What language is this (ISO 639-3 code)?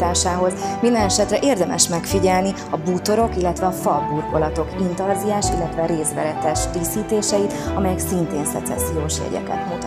hun